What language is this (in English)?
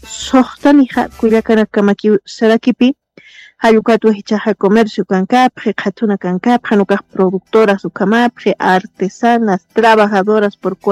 Aymara